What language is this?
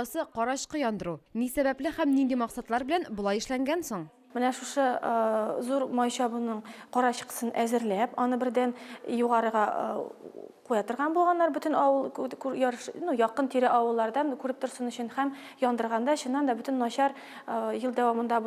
Tatar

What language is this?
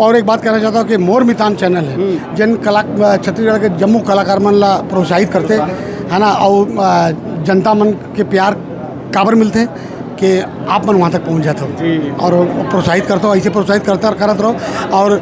Chhattisgarhi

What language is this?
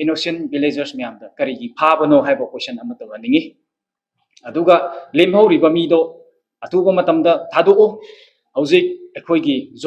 Manipuri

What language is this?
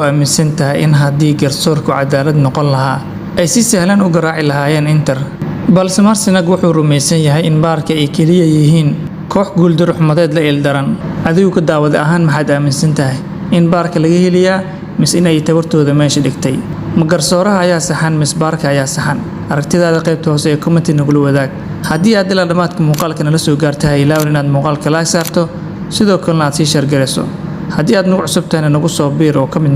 Somali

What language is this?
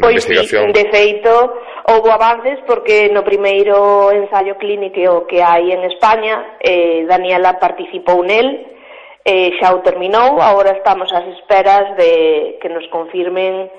Galician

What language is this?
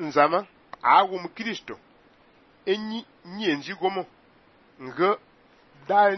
Fang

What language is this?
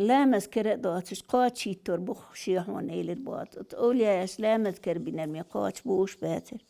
Chechen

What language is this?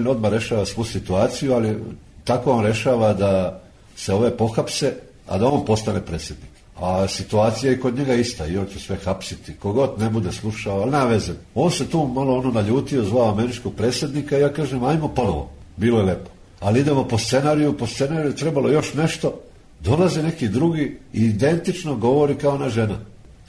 Serbian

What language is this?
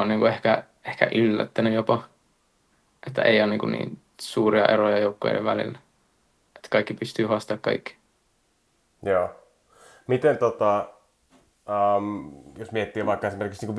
Finnish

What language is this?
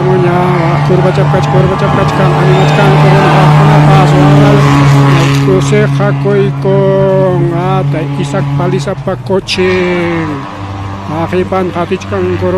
Ayacucho Quechua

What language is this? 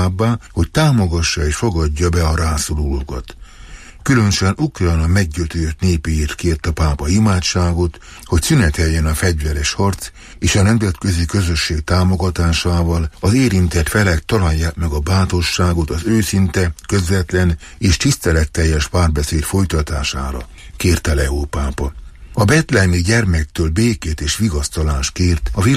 Hungarian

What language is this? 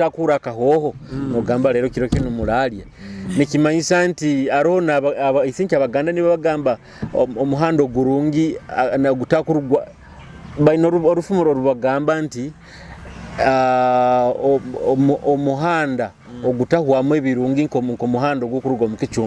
Nyoro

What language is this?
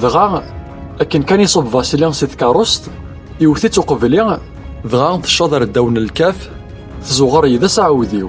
Kabyle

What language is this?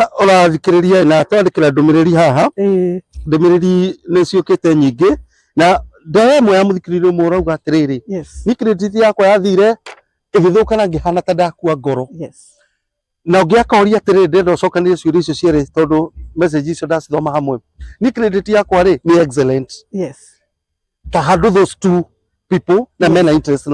Kikuyu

